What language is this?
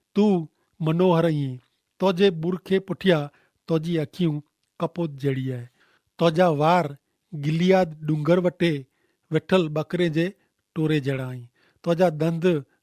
Kachhi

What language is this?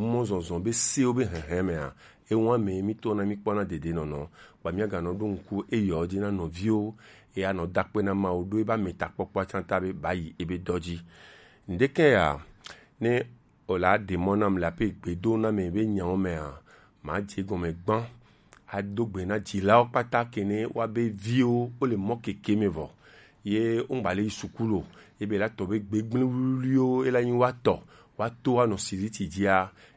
Gen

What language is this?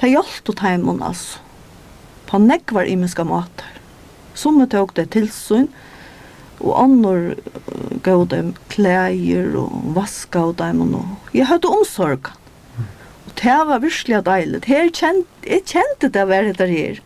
Faroese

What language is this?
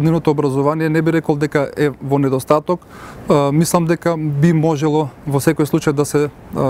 Macedonian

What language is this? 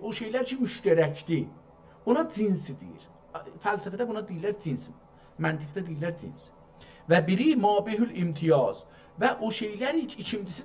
South Azerbaijani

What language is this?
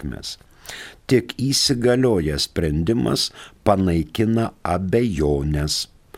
Lithuanian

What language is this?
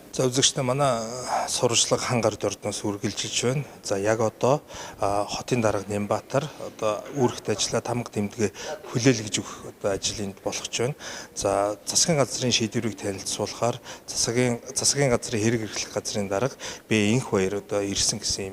Mongolian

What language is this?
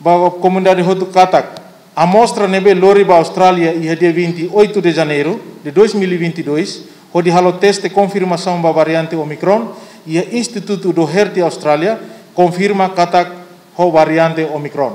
Tetum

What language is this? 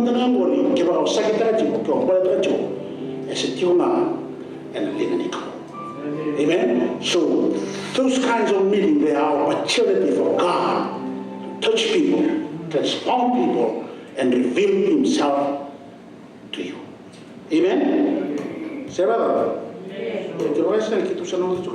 Fijian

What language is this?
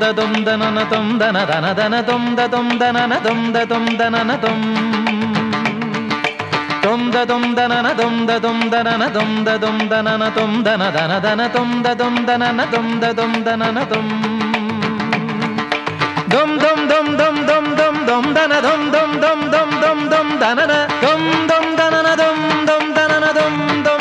Tamil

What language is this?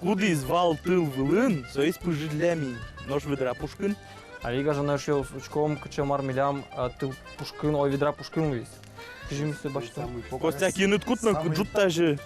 Udmurt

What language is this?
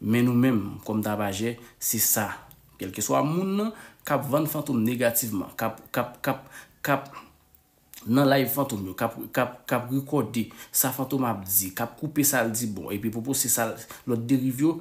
Haitian Creole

